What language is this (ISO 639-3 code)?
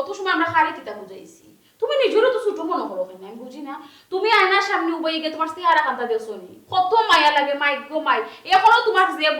syl